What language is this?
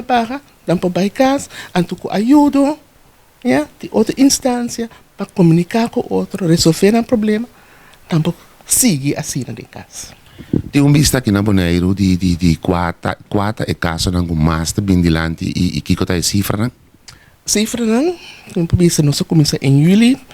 Papiamento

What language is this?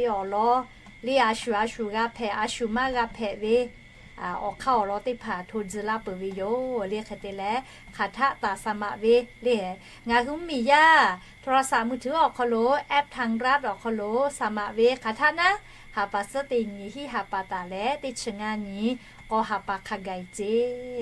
Lahu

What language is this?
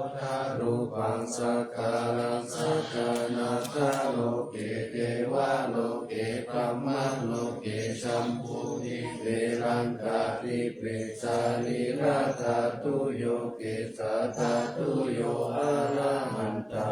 Pali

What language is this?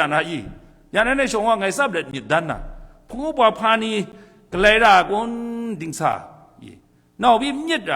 Kachin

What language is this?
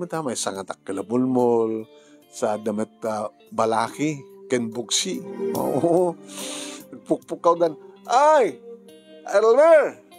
Iloko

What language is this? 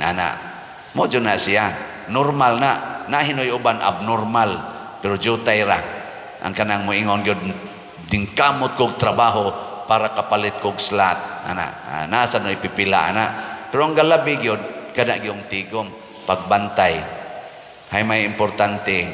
Cebuano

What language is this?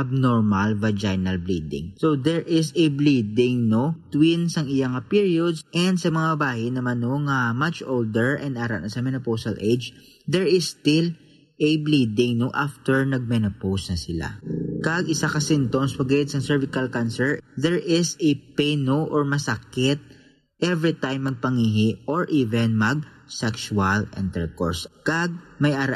Hiligaynon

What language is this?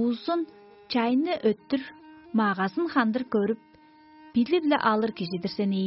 Tuvinian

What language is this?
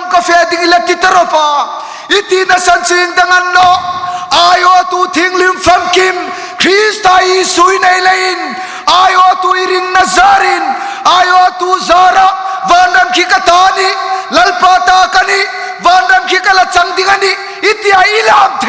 Hmar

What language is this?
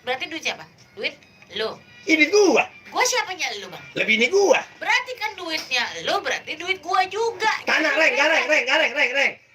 Betawi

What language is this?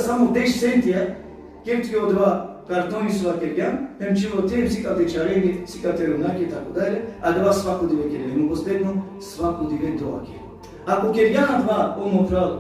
Balkan Romani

